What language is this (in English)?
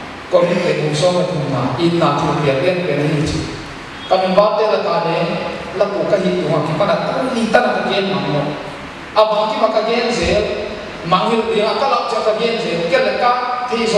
Paite Chin